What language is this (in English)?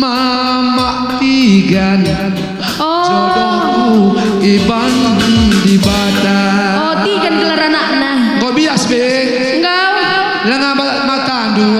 Batak Karo